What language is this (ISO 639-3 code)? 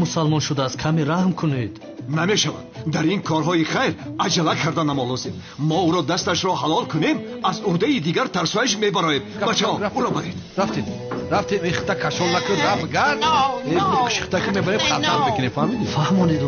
tgk